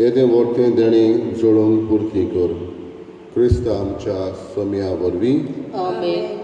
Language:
Konkani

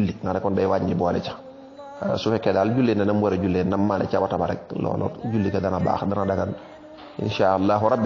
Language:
Wolof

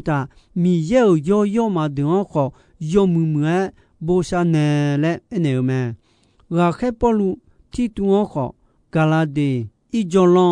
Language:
Akha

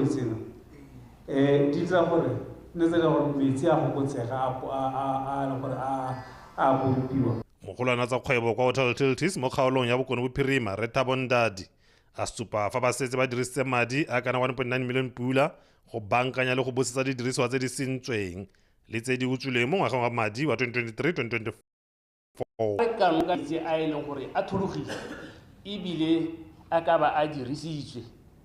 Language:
Tswana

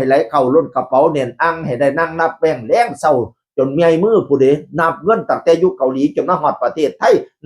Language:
Northeastern Thai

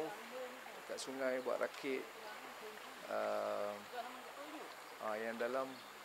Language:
Malay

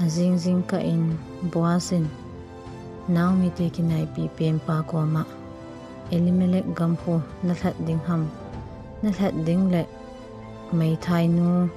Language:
Thado Chin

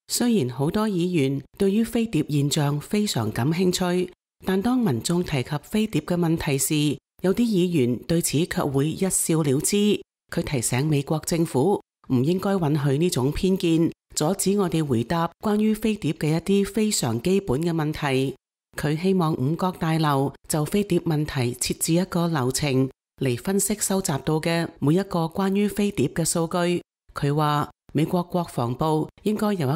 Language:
Cantonese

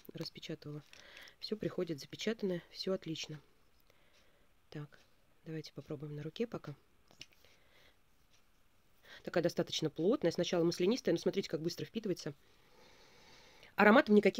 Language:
Russian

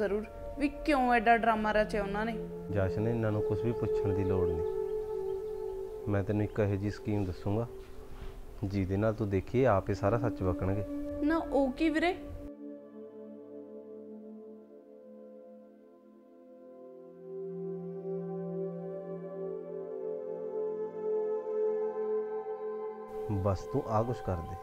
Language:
Punjabi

